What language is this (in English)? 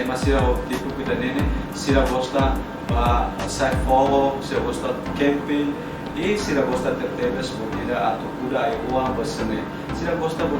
Tetum